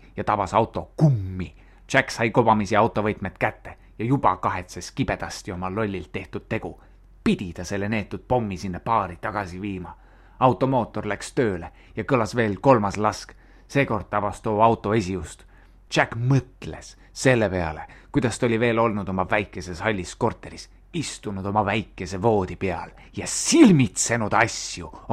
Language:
Estonian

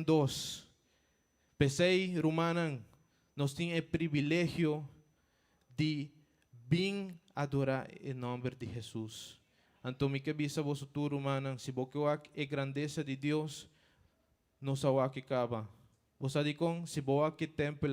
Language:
Papiamento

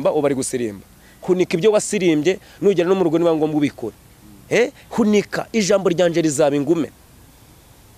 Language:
Kinyarwanda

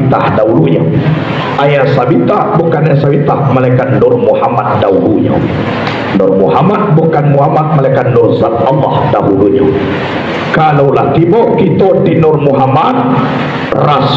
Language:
Minangkabau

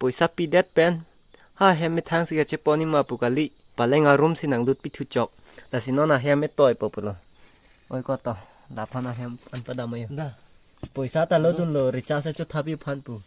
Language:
Karbi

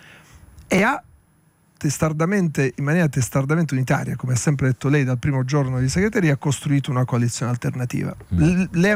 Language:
Italian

